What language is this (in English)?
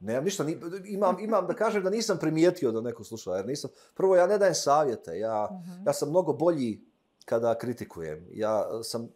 Serbian